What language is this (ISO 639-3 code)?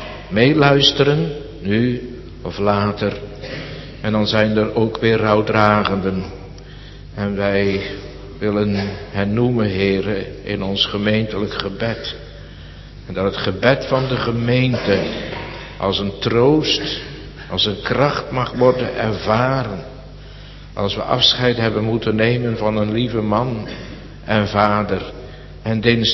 nld